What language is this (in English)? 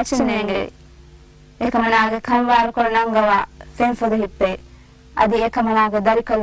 Divehi